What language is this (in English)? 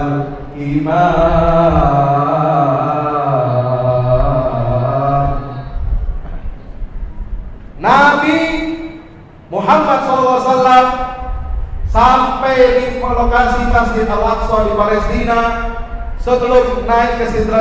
Indonesian